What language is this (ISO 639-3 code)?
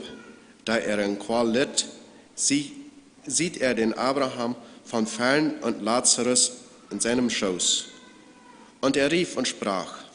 pdt